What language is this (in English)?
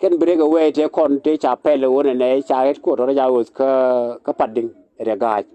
Nuer